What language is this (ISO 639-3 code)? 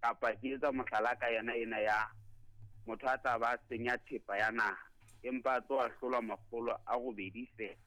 sot